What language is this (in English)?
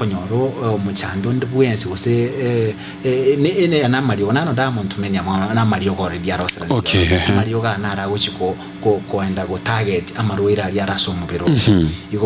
Gusii